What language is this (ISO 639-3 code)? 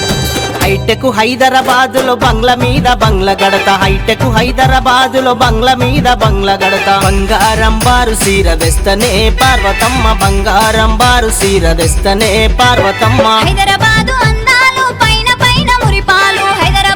tel